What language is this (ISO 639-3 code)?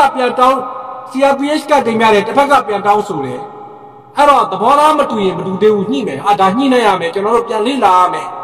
mya